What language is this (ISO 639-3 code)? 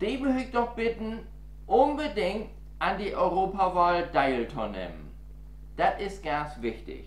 nds